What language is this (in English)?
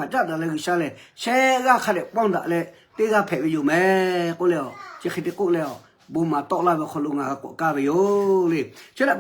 Lahu